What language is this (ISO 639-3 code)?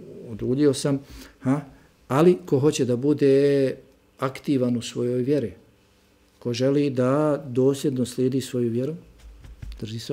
bos